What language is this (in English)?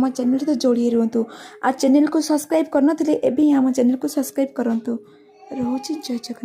Odia